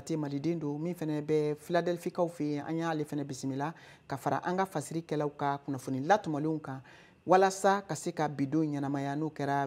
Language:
Bambara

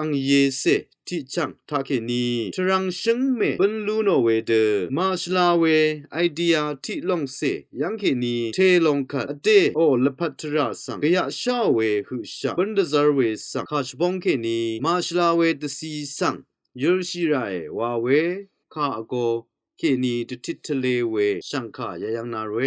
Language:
Rawang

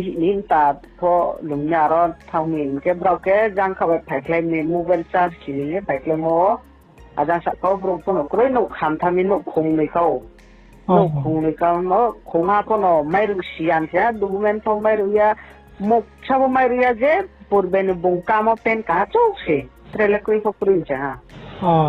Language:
Riang (India)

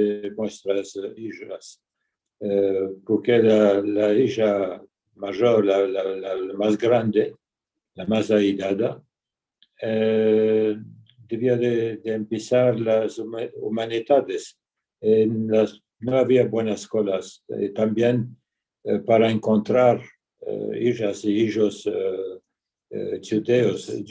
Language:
Ladino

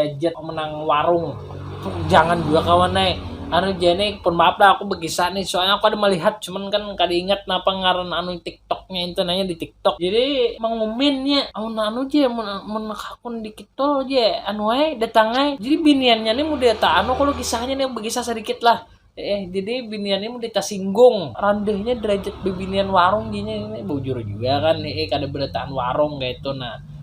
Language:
Banjar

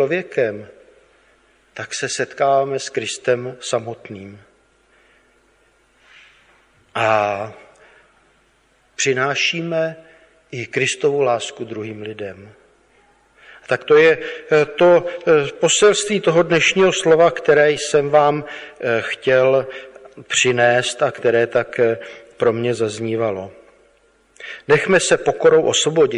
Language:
Czech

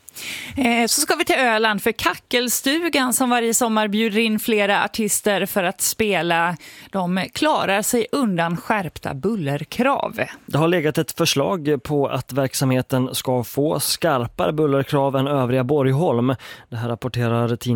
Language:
Swedish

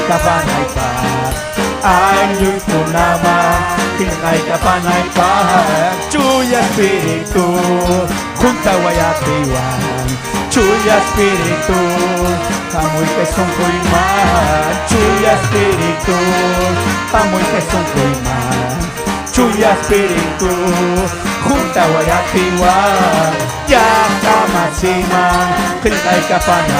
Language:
Ayacucho Quechua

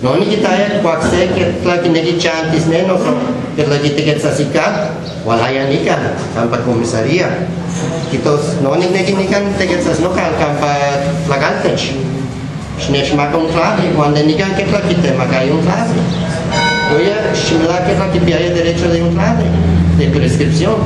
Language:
Guerrero Nahuatl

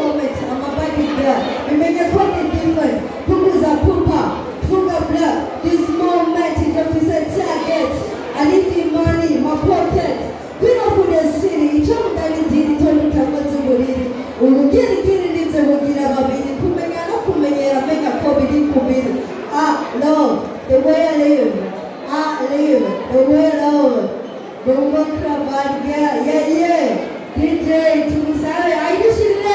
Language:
Rundi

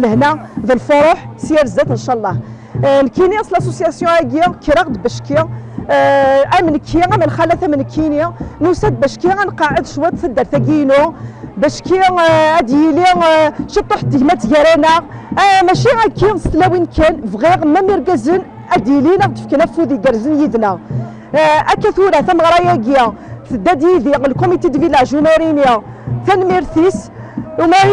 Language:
Kabyle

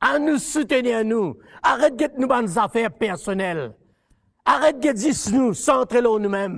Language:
Morisyen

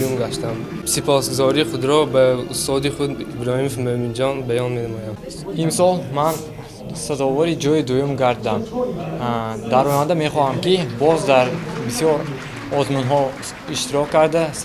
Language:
Tajik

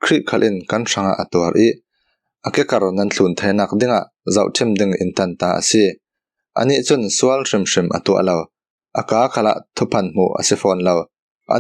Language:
Falam Chin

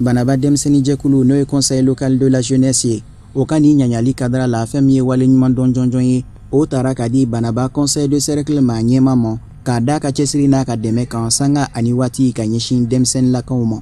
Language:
Bambara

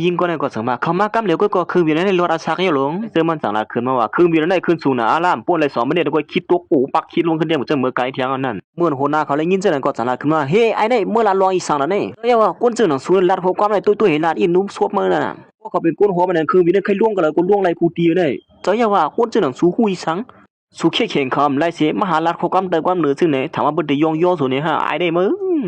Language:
Shan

